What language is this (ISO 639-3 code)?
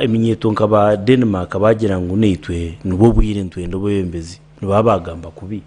nyn